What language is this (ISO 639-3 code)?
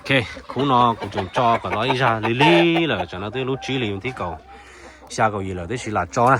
hmn